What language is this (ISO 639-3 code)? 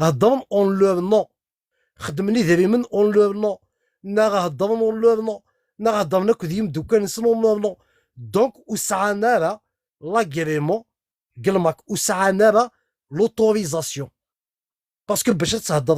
kab